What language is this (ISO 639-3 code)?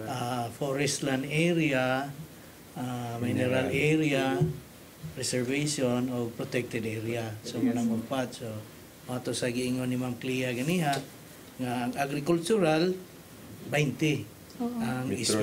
ceb